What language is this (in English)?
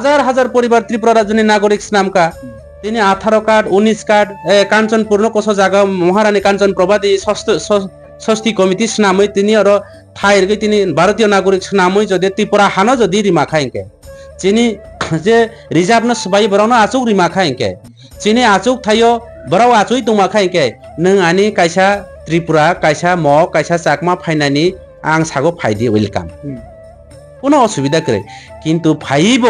Kok Borok